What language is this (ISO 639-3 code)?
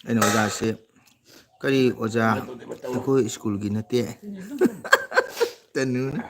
mni